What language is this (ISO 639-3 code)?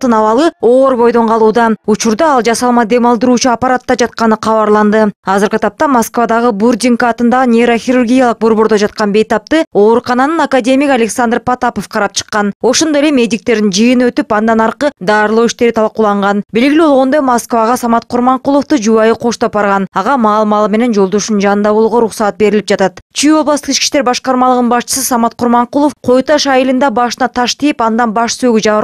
kir